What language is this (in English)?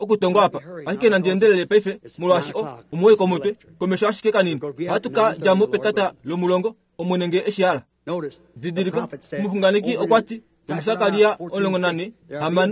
Kuanyama